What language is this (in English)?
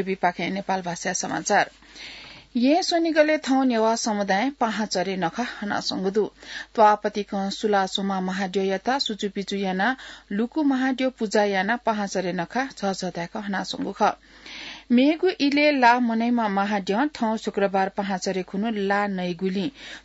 Newari